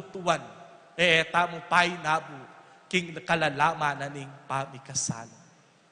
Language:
Pampanga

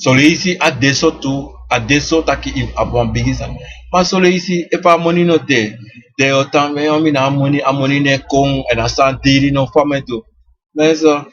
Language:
Sranan Tongo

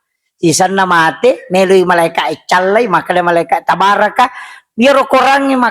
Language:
Buginese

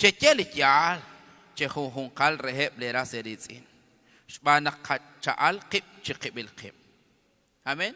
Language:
Kekchí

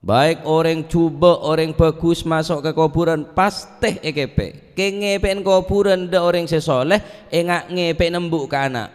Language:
Madurese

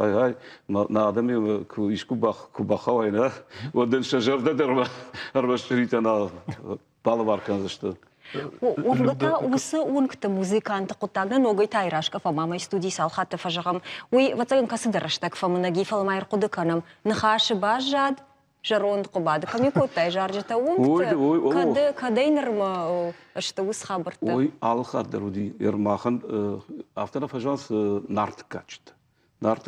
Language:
Ossetic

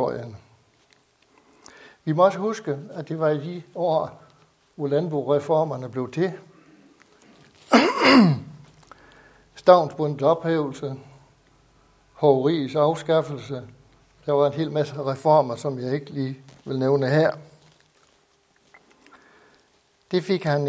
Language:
Danish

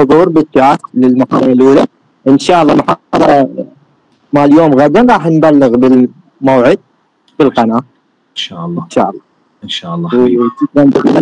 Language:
Mesopotamian Arabic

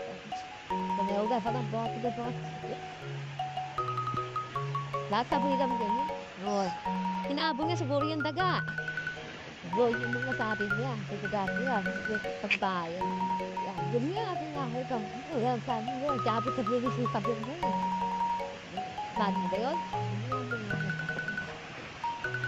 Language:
Filipino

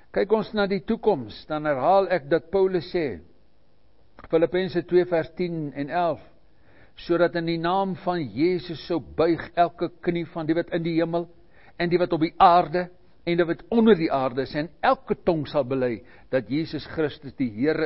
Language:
Afrikaans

